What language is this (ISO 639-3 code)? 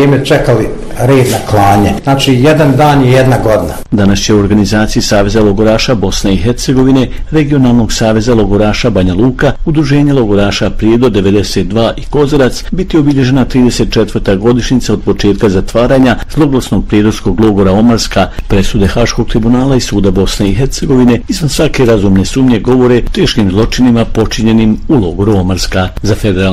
bos